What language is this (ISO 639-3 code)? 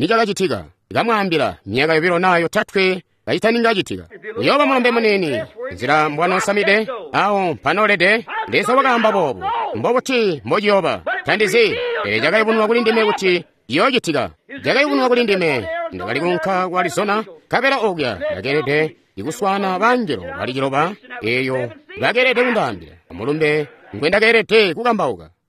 toi